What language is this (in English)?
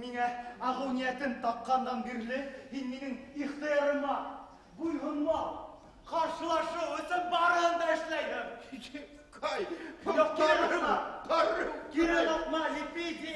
Bashkir